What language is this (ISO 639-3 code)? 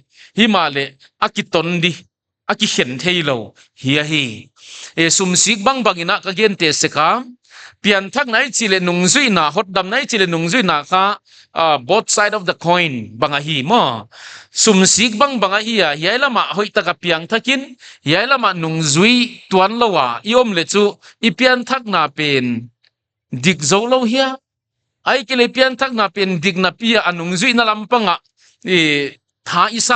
pck